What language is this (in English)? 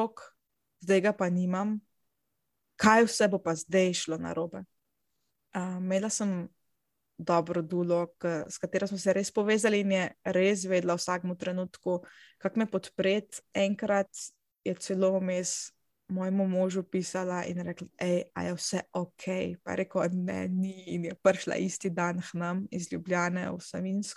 Slovenian